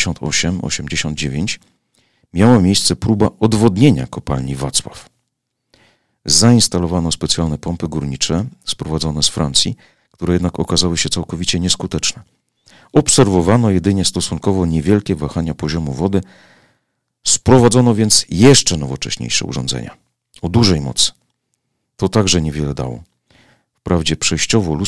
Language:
Polish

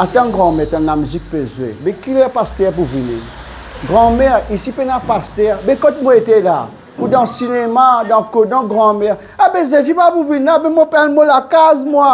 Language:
Morisyen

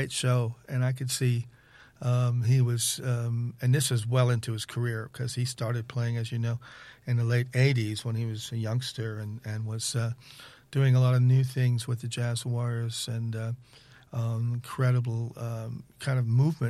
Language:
English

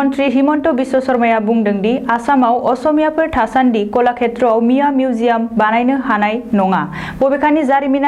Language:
Bodo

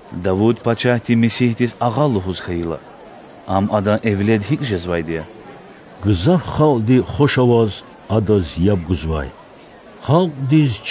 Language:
Lezghian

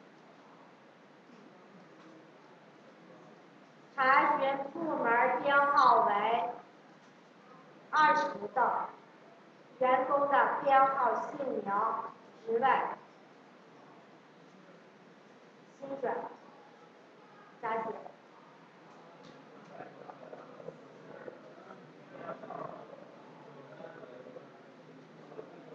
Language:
Chinese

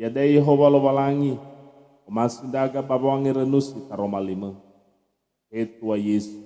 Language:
Nias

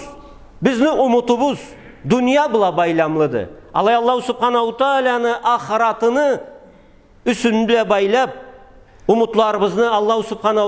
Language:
Karachay-Balkar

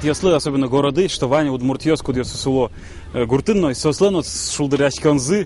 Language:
Udmurt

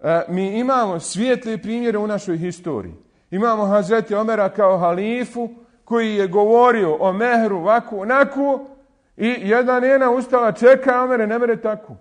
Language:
Bosnian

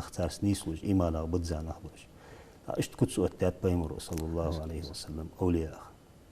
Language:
Ingush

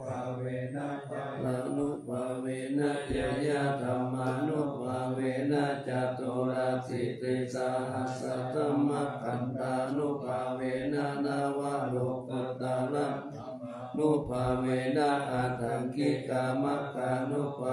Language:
Pali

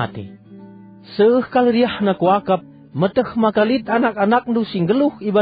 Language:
Batak Karo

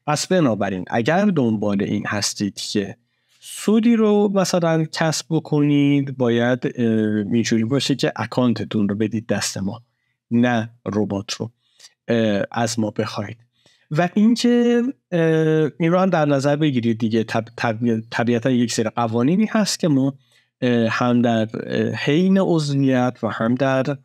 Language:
Persian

